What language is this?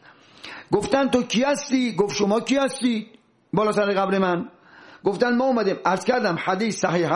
Persian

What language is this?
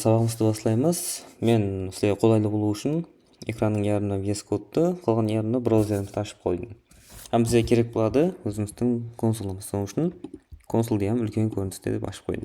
Kara-Kalpak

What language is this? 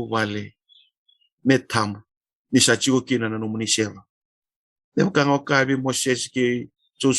Fijian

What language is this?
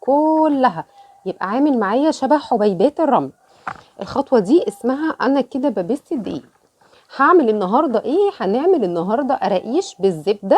Egyptian Arabic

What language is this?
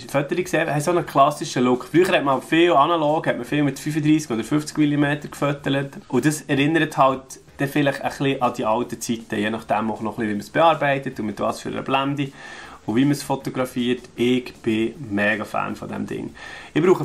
Swiss German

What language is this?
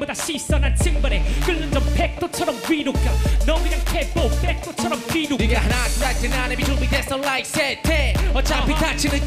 Korean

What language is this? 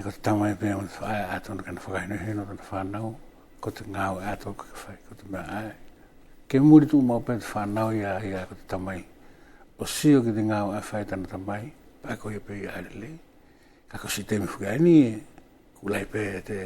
Wallisian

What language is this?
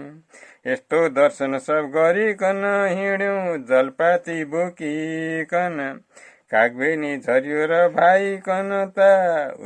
Nepali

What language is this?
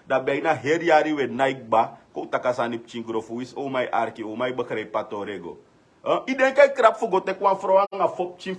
Sranan Tongo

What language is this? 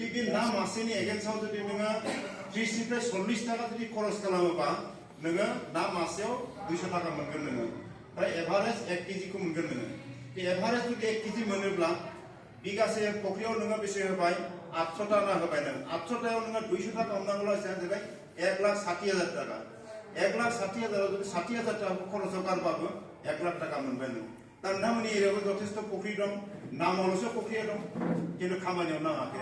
Bodo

